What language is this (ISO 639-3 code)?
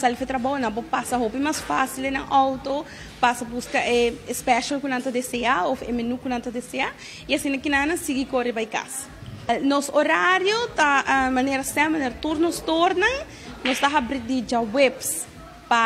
pap